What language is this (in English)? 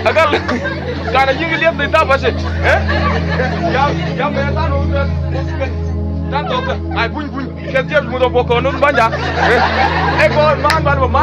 Mabaan